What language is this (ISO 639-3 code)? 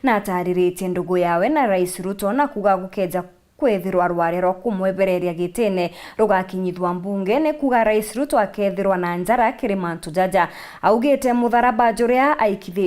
mer